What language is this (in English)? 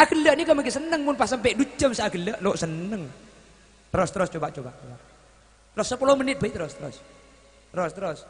Madurese